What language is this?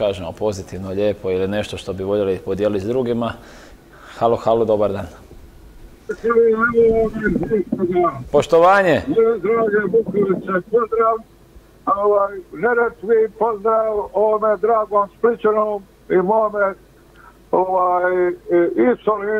Croatian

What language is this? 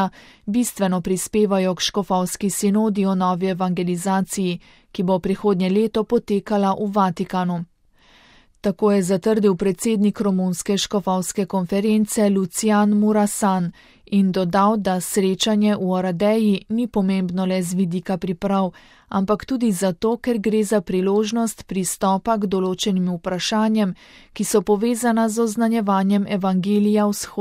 Slovenian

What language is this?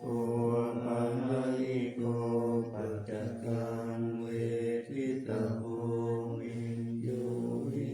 Pali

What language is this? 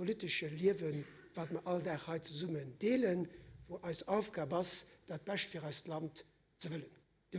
Luxembourgish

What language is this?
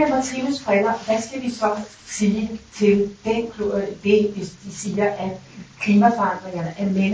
Danish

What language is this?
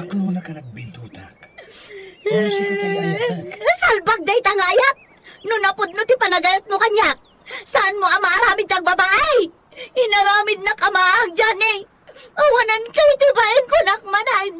Iloko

